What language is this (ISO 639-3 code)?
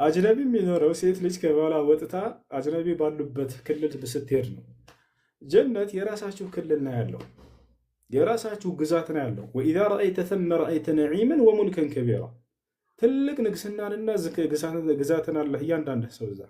amh